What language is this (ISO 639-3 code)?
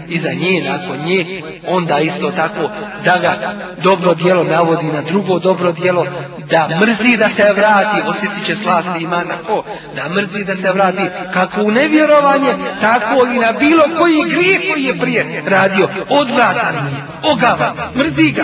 bos